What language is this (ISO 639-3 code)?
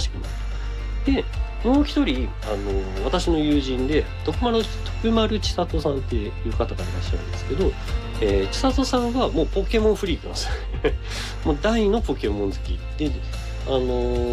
jpn